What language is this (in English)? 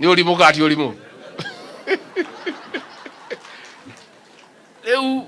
Kikuyu